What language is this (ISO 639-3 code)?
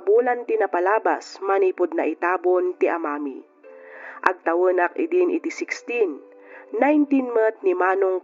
ilo